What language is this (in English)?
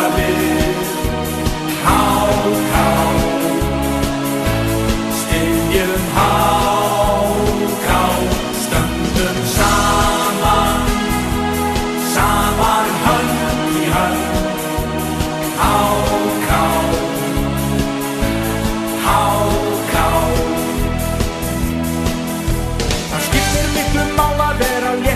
Icelandic